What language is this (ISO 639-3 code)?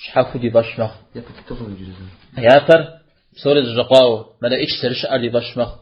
kbd